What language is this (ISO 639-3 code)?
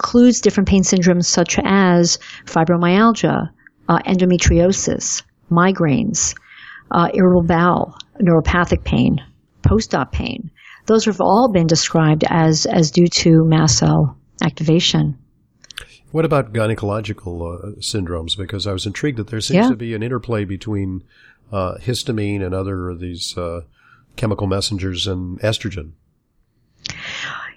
eng